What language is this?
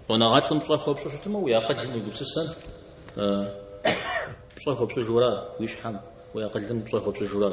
Kabardian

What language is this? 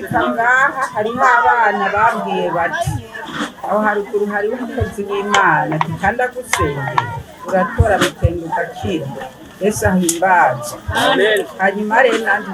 Rundi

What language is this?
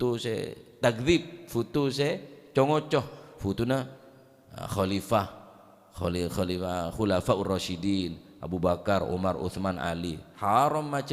Madurese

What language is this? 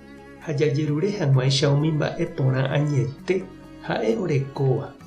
Guarani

